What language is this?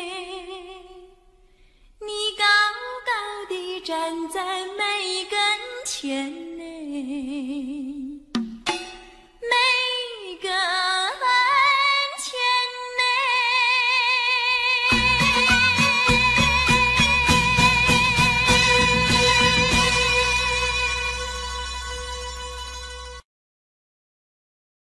Chinese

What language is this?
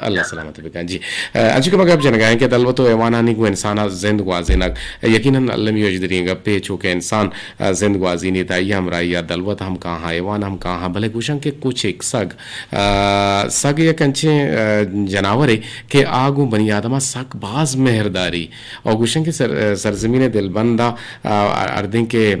Eastern Balochi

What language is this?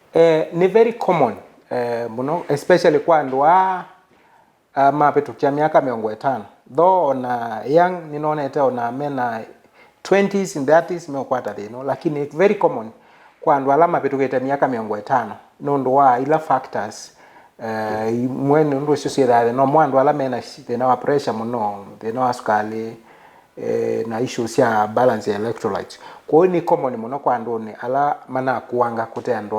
Kamba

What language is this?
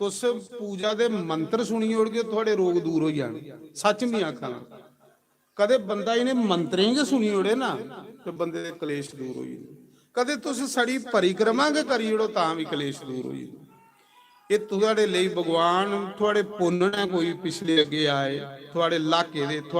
Dogri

